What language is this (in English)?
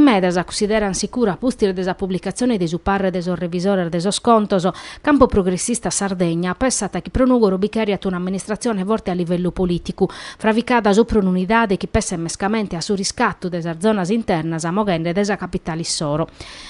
Sardinian